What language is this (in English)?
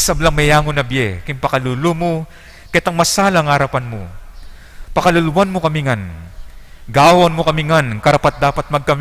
Pampanga